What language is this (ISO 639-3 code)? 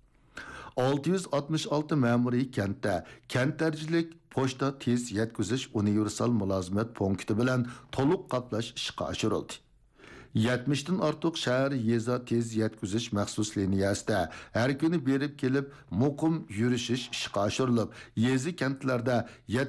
uig